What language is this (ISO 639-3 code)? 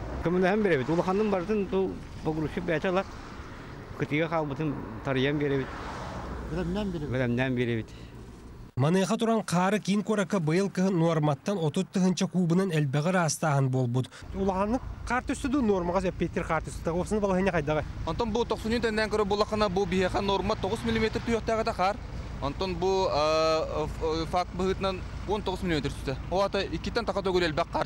sah